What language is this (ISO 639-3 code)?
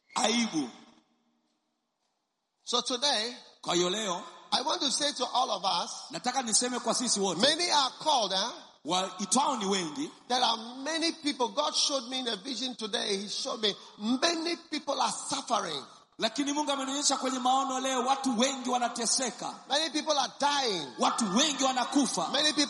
swa